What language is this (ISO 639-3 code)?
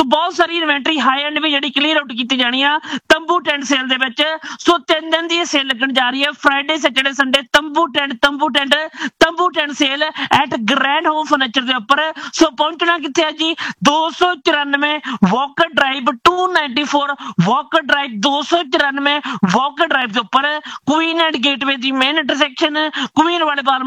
pan